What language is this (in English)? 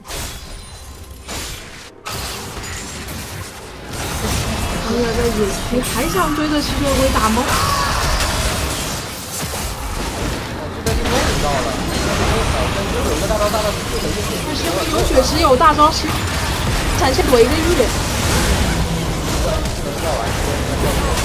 Chinese